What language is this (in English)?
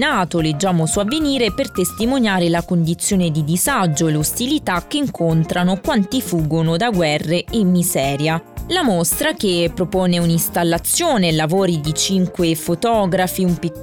Italian